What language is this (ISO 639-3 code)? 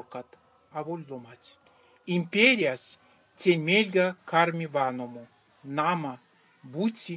myv